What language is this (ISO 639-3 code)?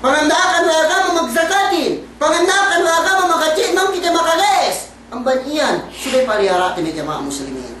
yka